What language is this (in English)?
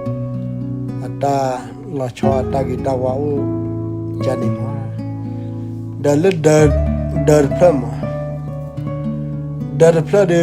S'gaw Karen